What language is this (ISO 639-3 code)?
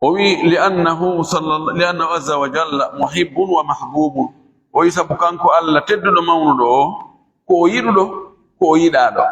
ful